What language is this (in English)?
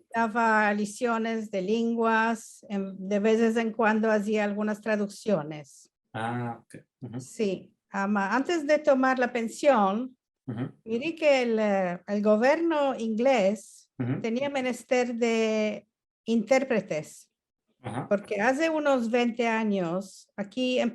Ladino